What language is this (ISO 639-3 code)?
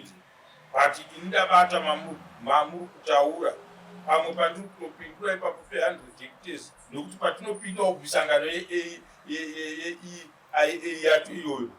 sna